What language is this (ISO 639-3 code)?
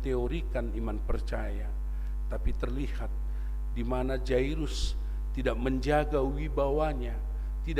bts